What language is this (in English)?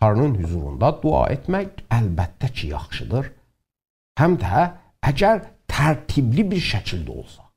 South Azerbaijani